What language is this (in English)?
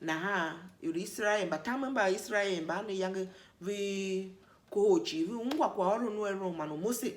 Tiv